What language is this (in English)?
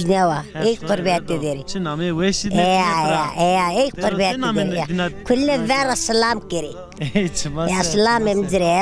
Zaza